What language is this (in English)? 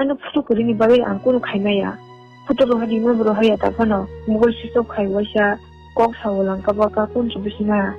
Kok Borok